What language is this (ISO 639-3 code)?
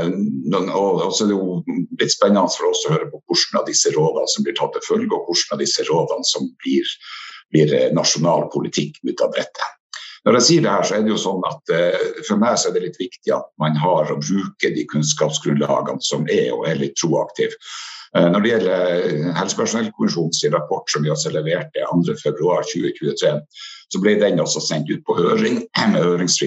nor